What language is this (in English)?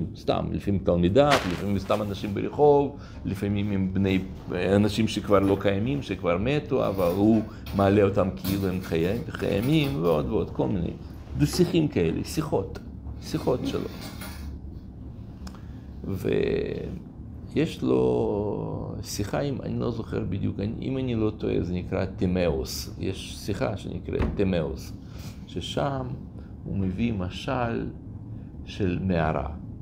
Hebrew